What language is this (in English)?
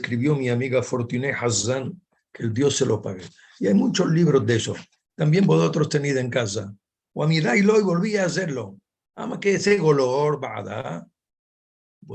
Ladino